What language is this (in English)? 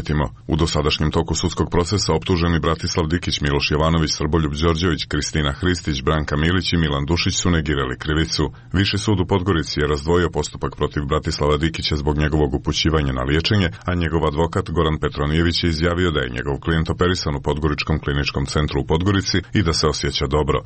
Croatian